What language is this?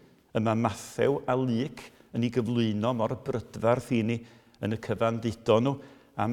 Welsh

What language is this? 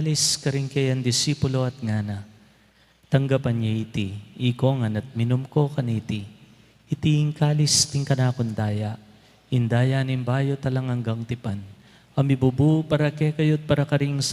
Pampanga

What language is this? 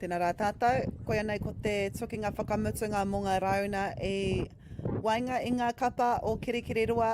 Māori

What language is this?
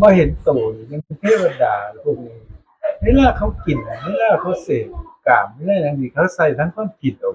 Northeastern Thai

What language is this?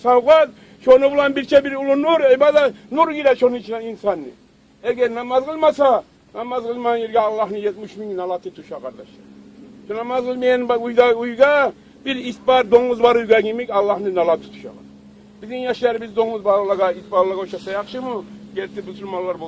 Kumyk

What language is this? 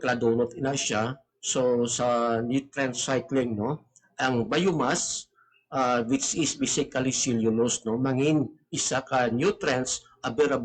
Hiligaynon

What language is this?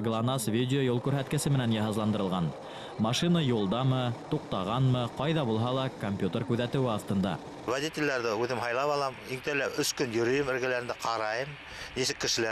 Bashkir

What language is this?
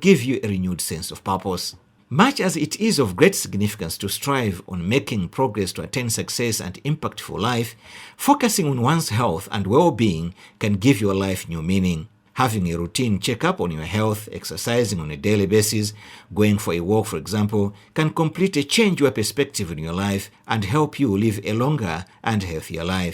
English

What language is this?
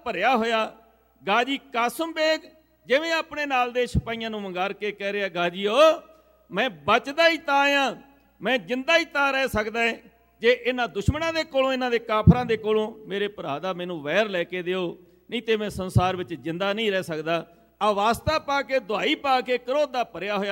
Punjabi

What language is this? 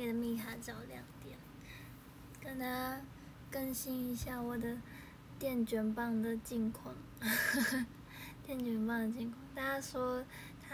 Chinese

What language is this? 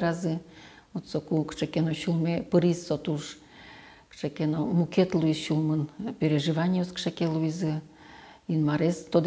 Udmurt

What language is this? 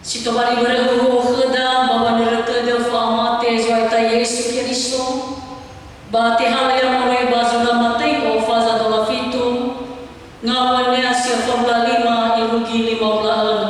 Nias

